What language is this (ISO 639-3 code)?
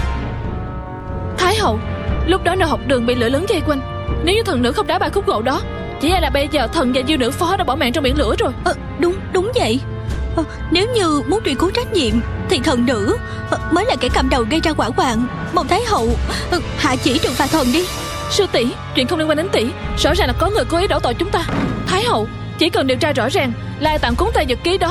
vie